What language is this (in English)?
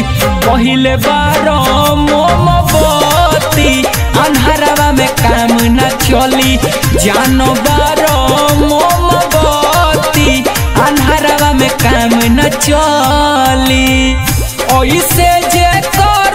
Bhojpuri